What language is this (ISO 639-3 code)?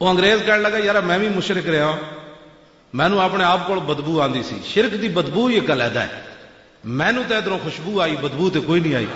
lah